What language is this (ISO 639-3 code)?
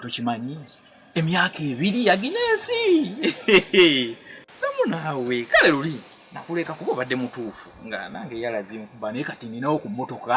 lug